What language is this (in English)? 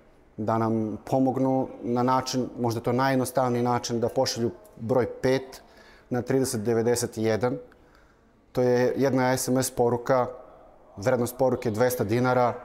Serbian